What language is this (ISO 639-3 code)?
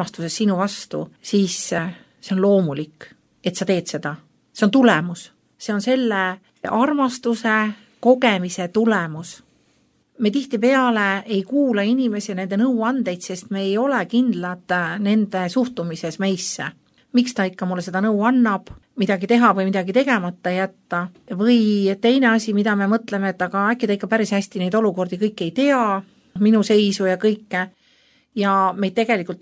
est